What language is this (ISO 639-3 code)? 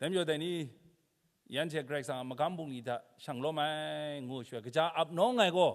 kac